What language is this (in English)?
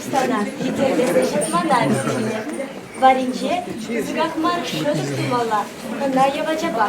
Chuvash